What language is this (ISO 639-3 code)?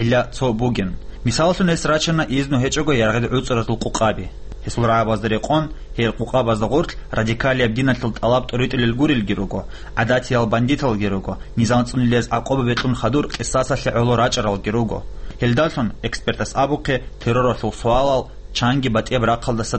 ava